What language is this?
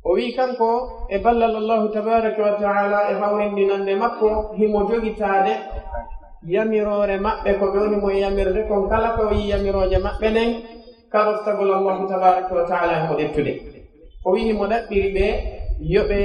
Pular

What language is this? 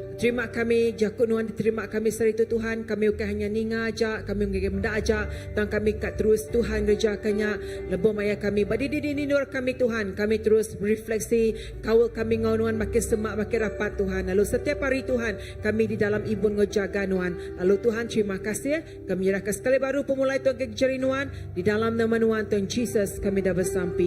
Iban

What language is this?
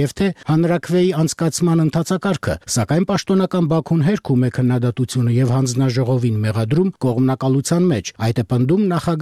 Armenian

